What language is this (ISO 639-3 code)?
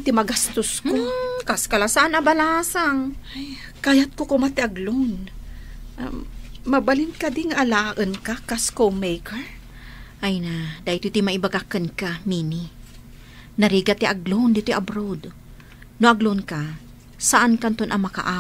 ilo